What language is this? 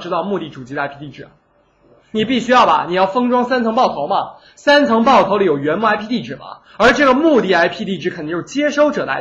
Chinese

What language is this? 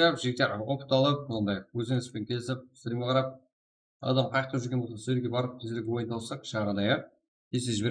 Kara-Kalpak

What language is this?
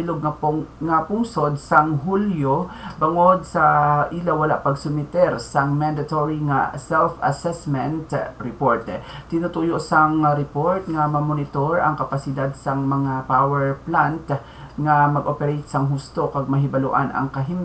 Hiligaynon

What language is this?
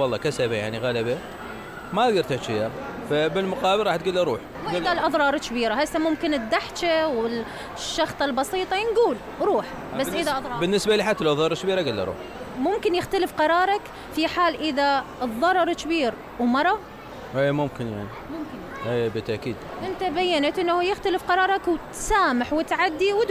Mesopotamian Arabic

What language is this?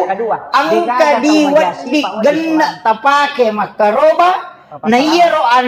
Buginese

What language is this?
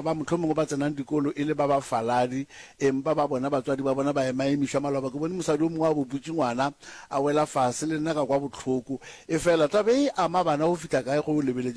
Northern Sotho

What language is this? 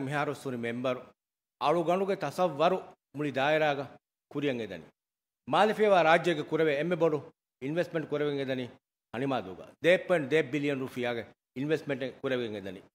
Divehi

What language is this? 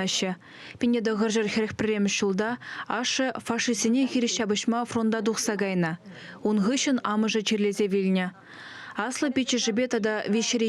Chuvash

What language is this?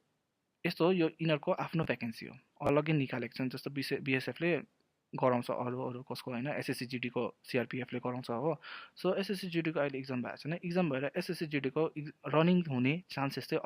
Nepali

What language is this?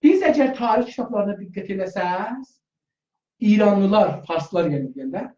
South Azerbaijani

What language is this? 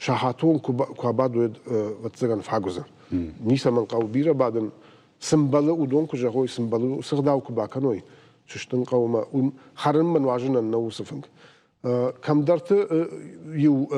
Ossetic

